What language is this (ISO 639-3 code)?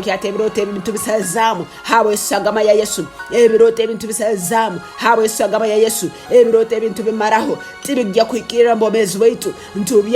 ttj